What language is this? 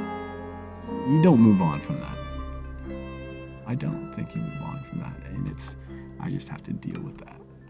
English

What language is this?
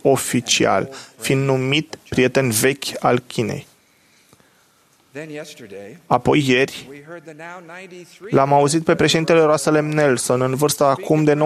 Romanian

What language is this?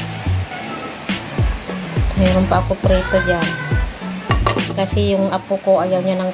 Filipino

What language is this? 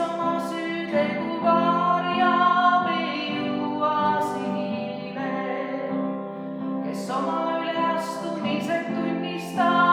Estonian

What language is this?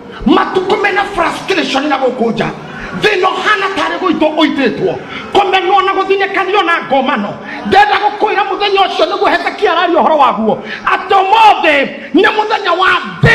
Kikuyu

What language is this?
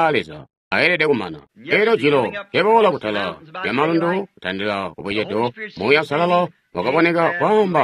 Tonga (Zambia)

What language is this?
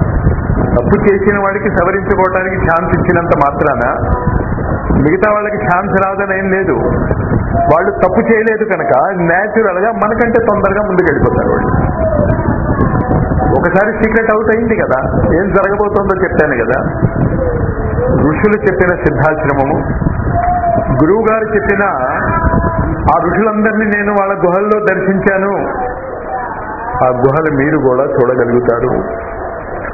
Telugu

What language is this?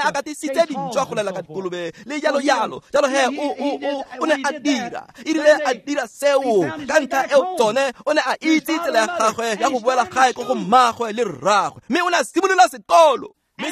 Tswana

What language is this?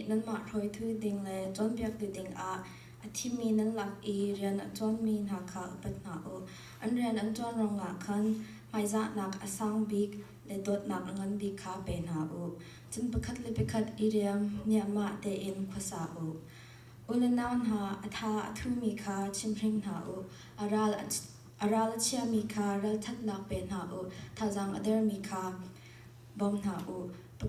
Hakha Chin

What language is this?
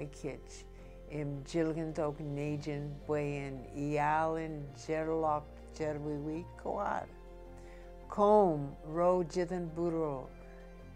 Marshallese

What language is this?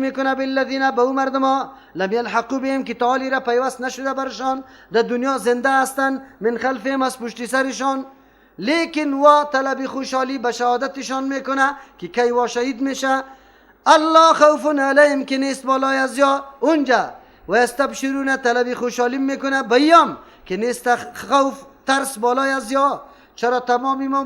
Persian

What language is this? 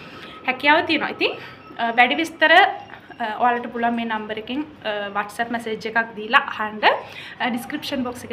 Sinhala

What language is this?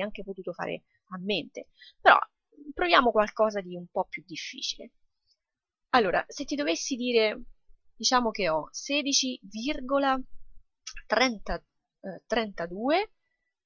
Italian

